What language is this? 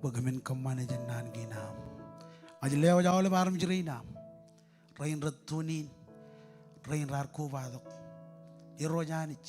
Marshallese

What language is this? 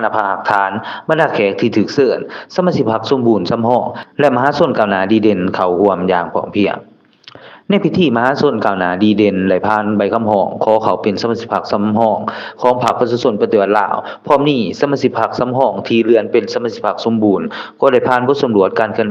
Lao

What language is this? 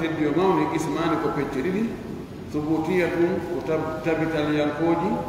Pular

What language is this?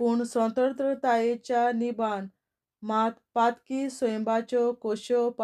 Konkani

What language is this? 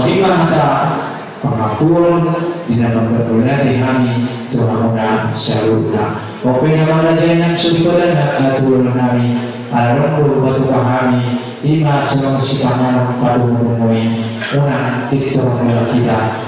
Batak Toba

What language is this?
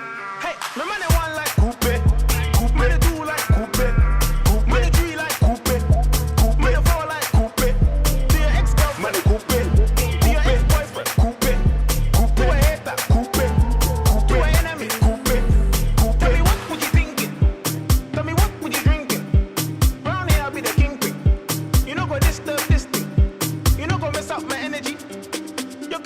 Kara-Kalpak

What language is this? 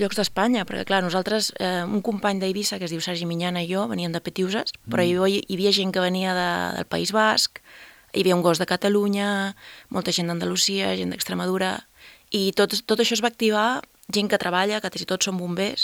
Catalan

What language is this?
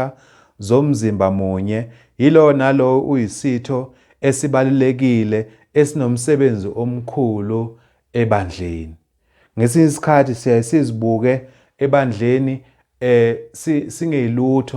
Zulu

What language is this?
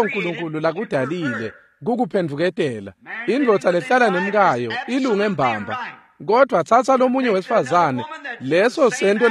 Swati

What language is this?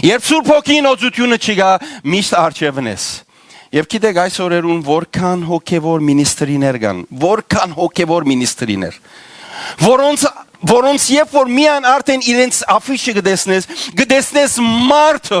Western Armenian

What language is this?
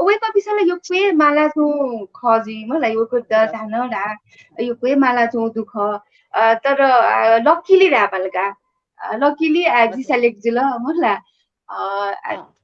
Newari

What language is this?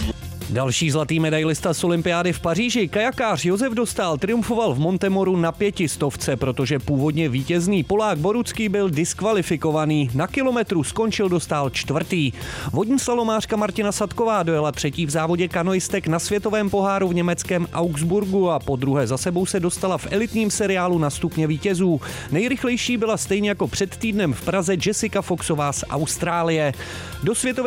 Czech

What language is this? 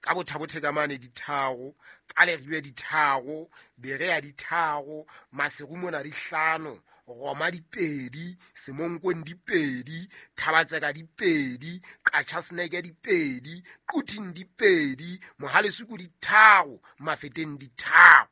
Southern Sotho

